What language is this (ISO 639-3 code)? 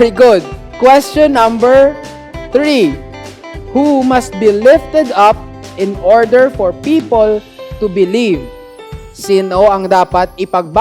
hil